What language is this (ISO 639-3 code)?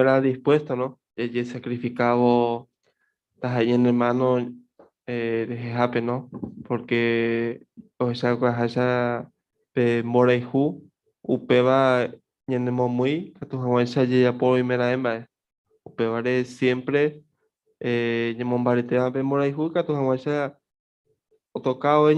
grn